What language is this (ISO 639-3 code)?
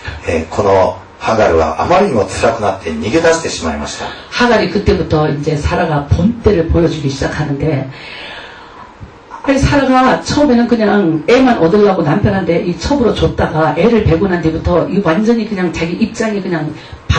kor